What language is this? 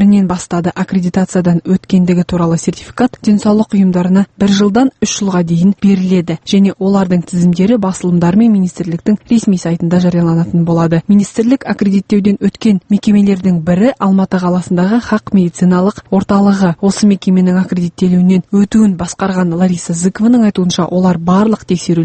Kazakh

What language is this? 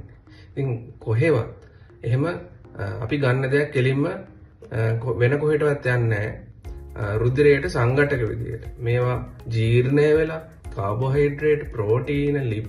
Sinhala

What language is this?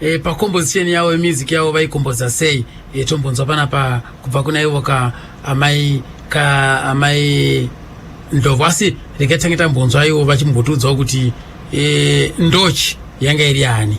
Shona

